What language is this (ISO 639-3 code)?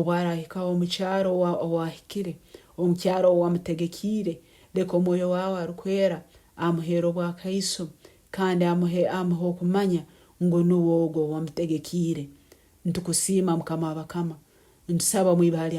nyn